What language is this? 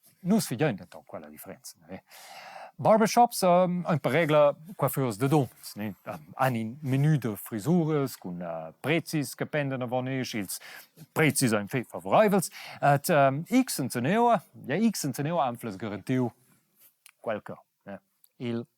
Romansh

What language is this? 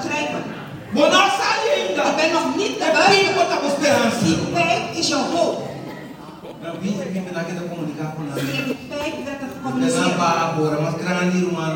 Dutch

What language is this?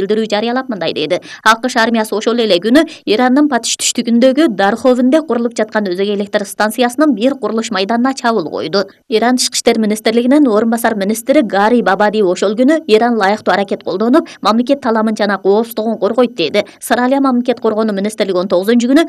Kyrgyz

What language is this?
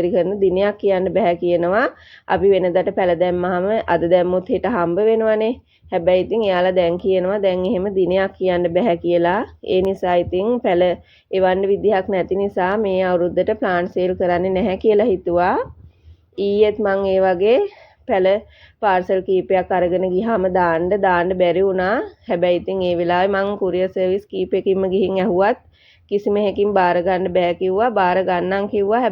Sinhala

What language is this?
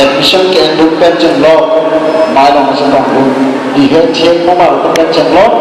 Karbi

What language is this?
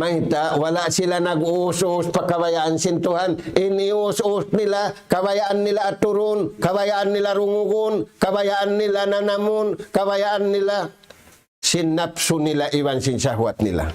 Tausug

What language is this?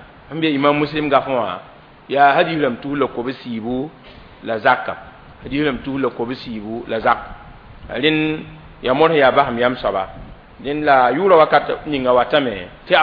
Mossi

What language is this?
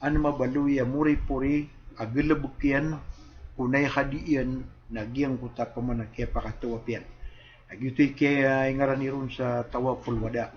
Maranao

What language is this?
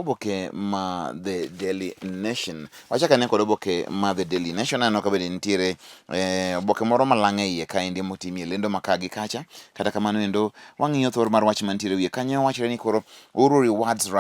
Luo (Kenya and Tanzania)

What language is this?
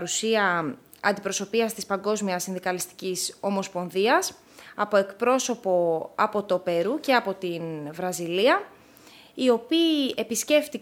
Greek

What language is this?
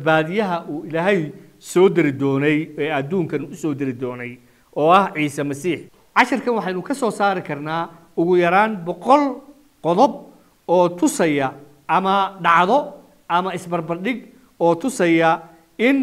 Somali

